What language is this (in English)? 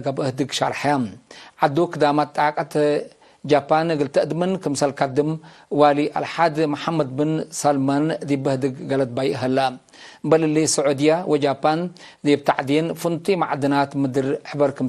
Tigre